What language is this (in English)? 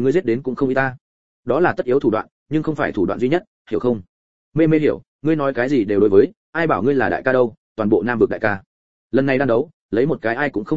Vietnamese